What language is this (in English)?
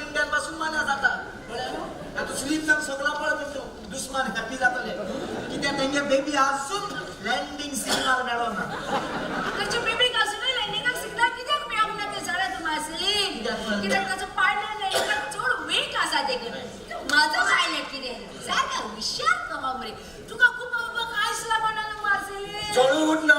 Konkani